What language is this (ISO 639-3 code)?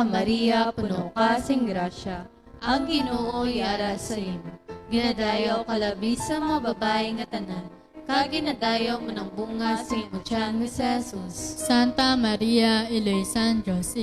hil